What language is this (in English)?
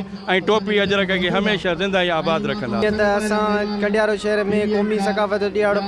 Sindhi